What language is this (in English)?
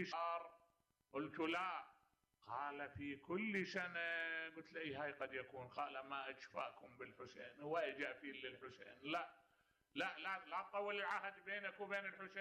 Mesopotamian Arabic